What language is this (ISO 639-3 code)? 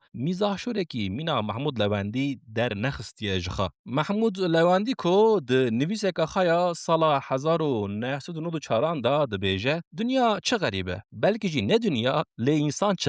kur